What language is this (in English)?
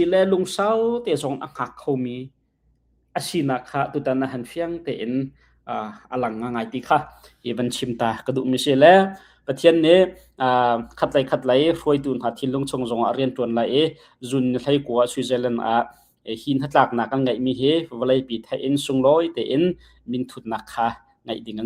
Hakha Chin